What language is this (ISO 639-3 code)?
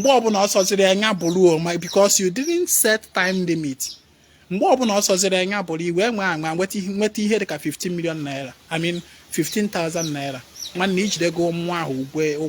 ibo